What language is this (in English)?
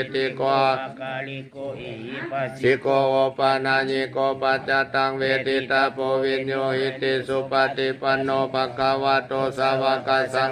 Pali